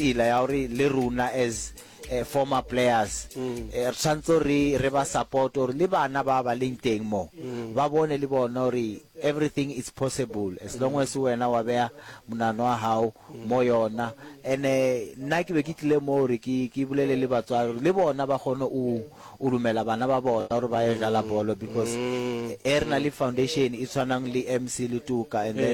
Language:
Northern Sotho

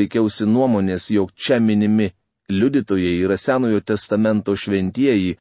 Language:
Lithuanian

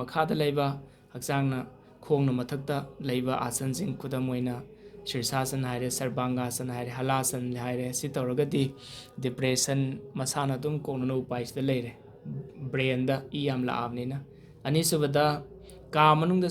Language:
Manipuri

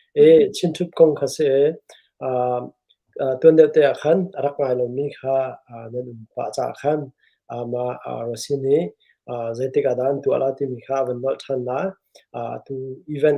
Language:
Hakha Chin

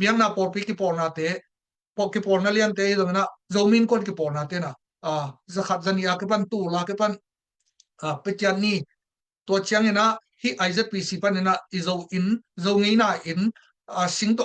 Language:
Tedim Chin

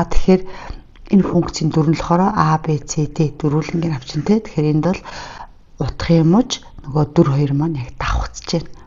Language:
Mongolian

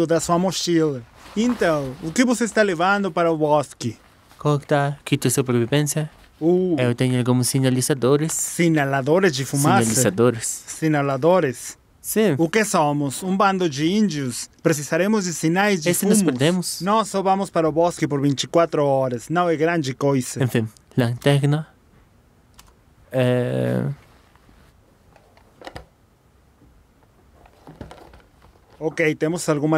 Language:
Portuguese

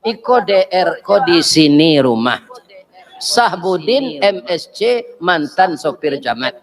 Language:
Minangkabau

